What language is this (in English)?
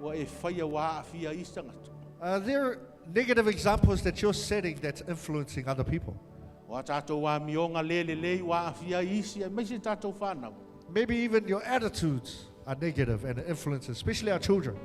Samoan